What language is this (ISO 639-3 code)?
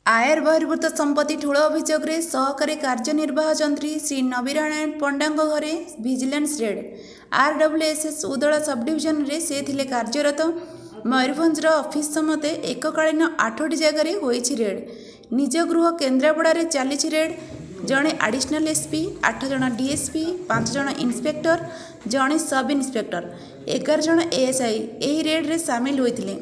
ori